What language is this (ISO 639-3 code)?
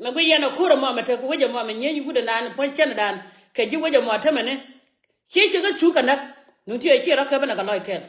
nus